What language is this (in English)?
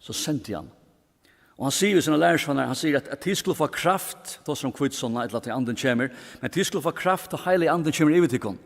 Faroese